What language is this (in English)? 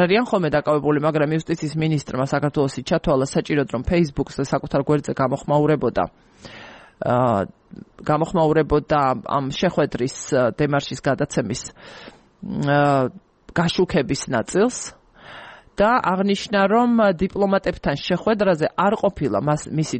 Georgian